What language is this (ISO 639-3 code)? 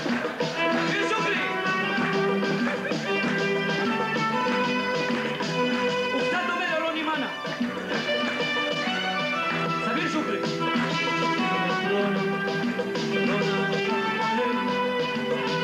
heb